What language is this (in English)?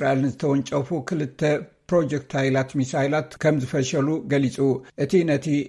Tigrinya